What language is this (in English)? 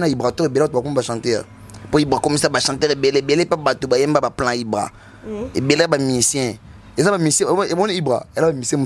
Lingala